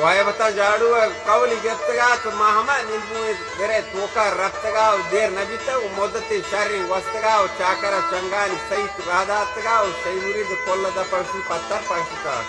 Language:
Baluchi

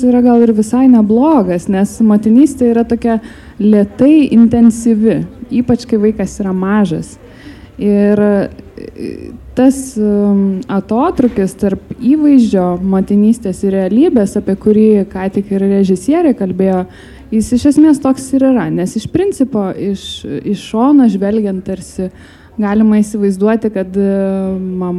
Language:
Lithuanian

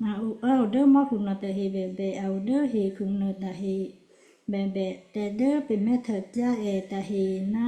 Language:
Western Kayah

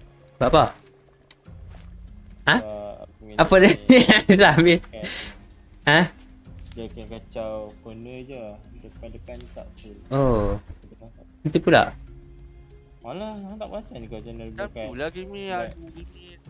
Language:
Malay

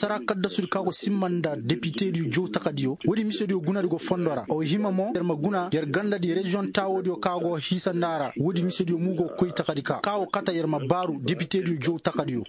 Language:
Koyraboro Senni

